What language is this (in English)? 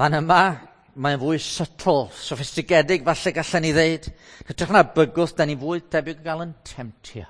Welsh